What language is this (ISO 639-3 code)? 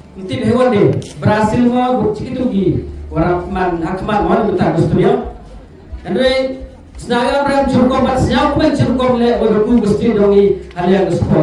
kha